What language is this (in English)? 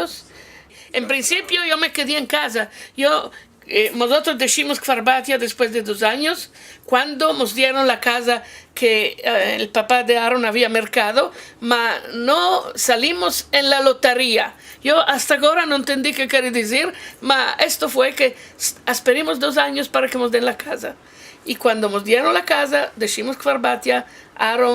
Ladino